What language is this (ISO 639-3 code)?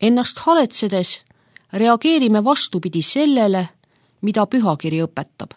est